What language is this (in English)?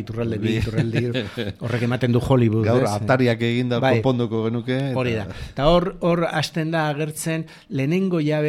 Basque